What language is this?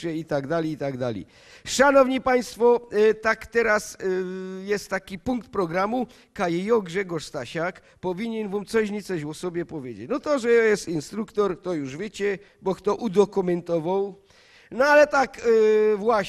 Silesian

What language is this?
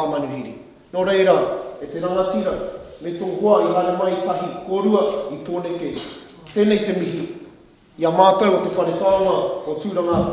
Māori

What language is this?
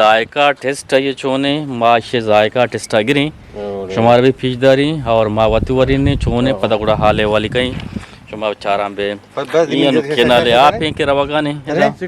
Eastern Balochi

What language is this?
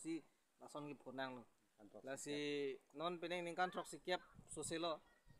Karbi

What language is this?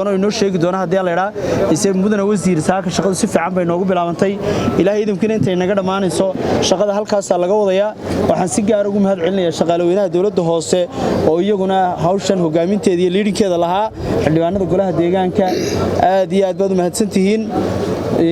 Somali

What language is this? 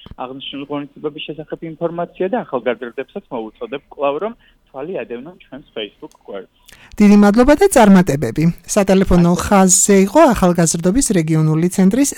Georgian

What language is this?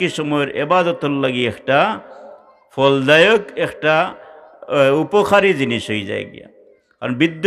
Sylheti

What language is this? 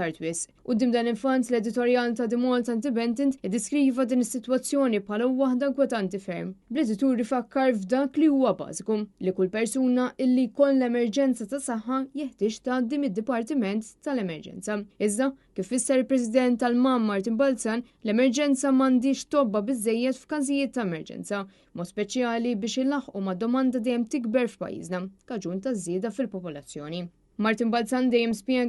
Maltese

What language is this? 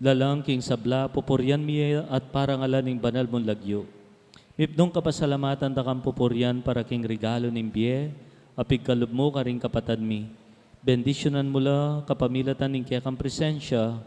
Pampanga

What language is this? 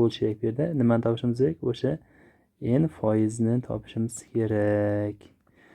Uzbek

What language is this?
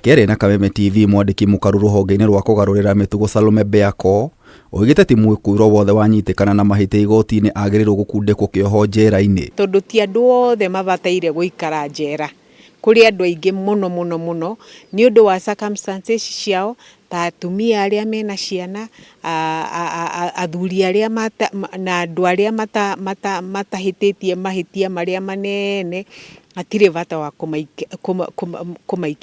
Kikuyu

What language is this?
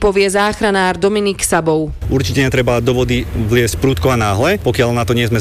Slovak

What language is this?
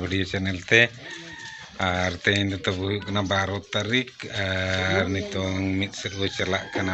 Santali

